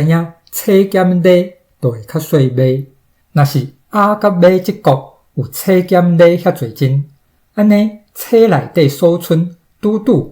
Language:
Min Nan Chinese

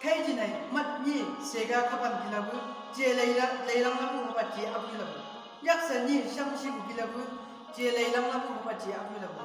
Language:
Chang Naga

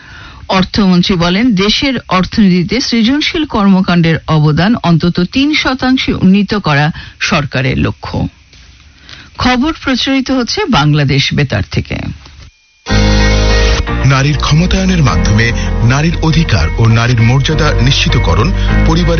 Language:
Bangla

